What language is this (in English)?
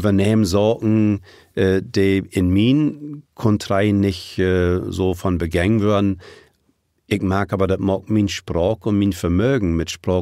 Low German